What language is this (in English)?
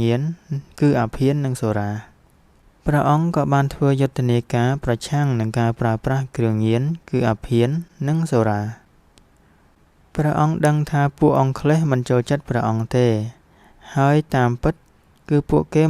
Khmer